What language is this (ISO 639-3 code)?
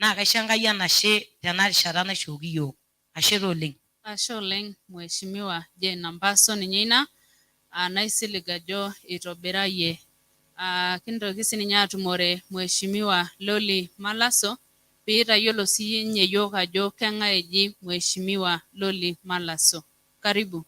mas